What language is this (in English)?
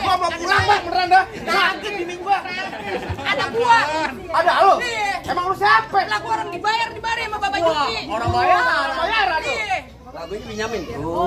Betawi